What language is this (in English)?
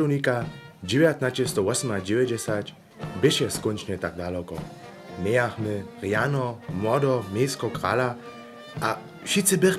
Upper Sorbian